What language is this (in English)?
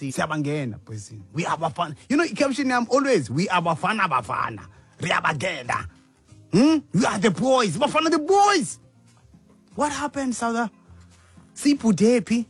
Xhosa